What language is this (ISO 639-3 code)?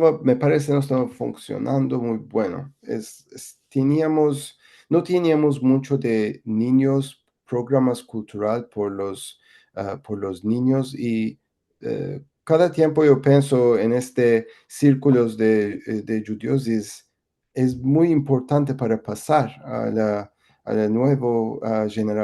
lad